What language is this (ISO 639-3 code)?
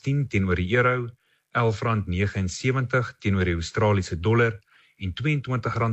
afr